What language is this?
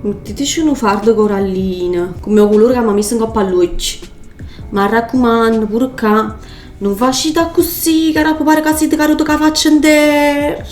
Neapolitan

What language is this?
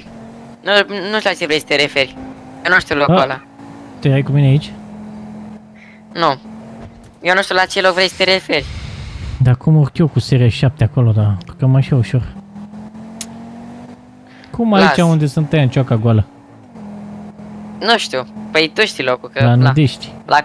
Romanian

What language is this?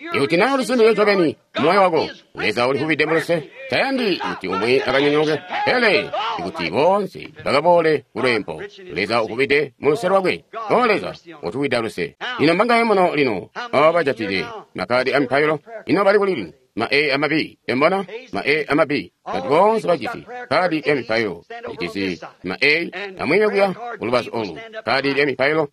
Tonga (Zambia)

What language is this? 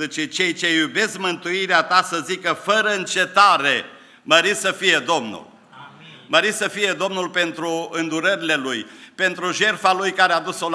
Romanian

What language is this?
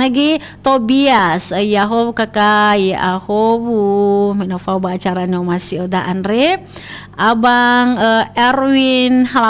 Nias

